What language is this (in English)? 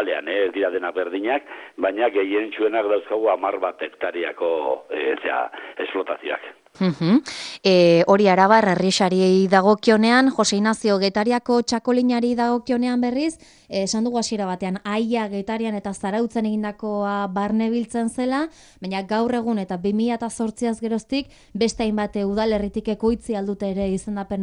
Basque